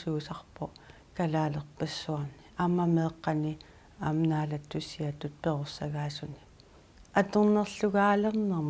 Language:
Kalaallisut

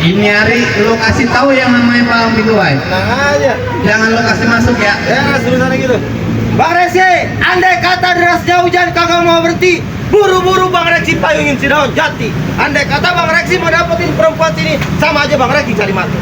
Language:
Betawi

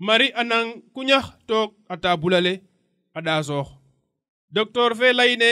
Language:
Serer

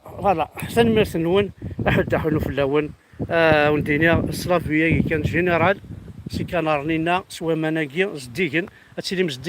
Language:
Kabyle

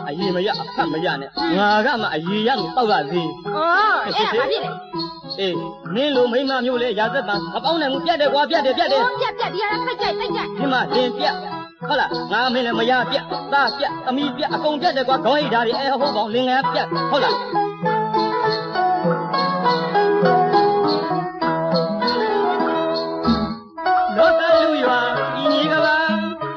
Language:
Burmese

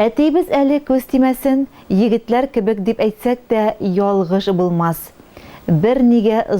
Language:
Tatar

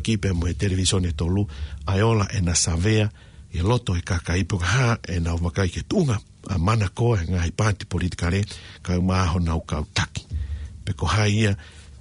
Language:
Tongan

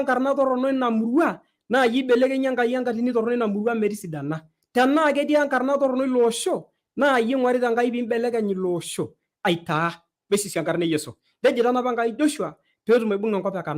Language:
Masai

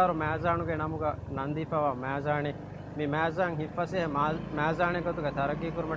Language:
Divehi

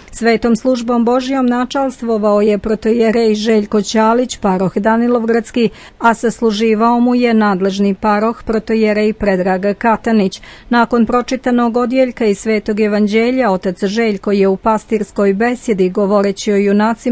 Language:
Serbian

